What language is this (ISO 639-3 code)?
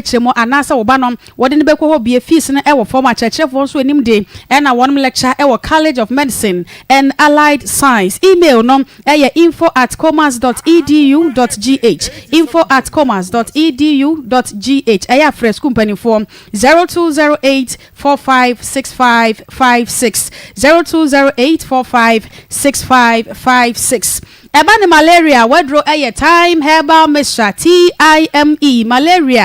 aka